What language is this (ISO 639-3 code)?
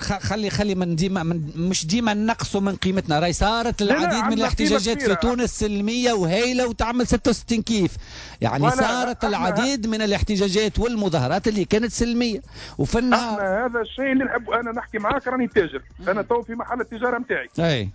aeb